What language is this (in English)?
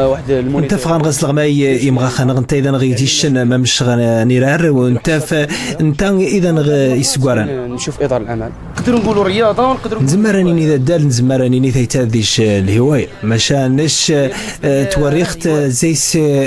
Moroccan Arabic